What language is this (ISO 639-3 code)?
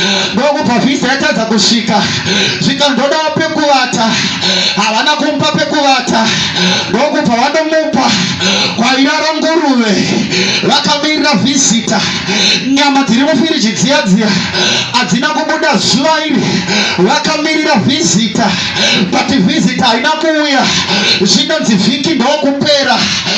sna